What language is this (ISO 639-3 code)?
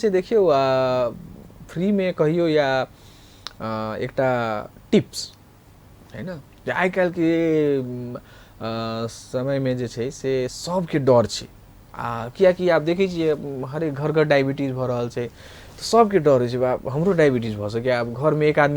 mai